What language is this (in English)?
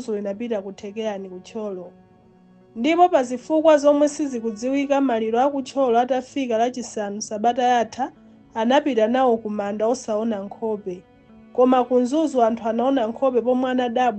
Nyanja